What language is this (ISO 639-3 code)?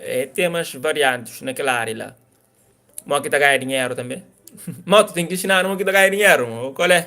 kea